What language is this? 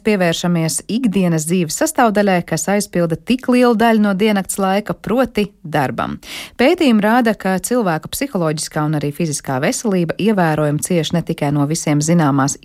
Latvian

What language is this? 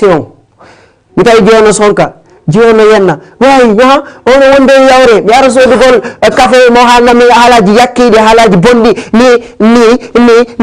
Fula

